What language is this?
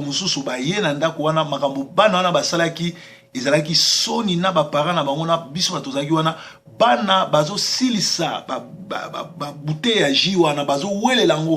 Lingala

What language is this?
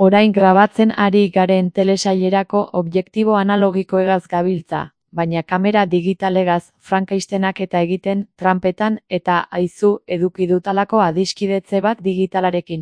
Basque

